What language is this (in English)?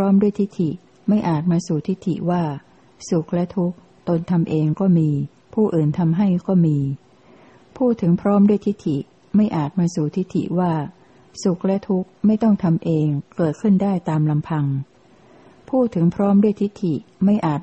Thai